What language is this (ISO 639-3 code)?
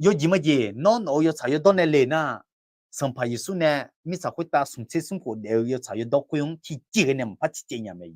ahk